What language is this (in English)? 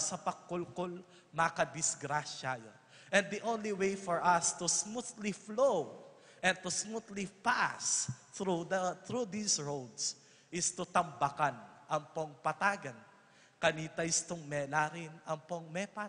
Pampanga